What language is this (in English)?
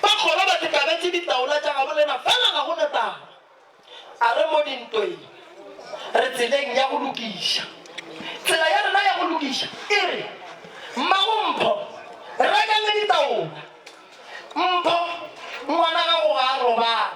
Northern Sotho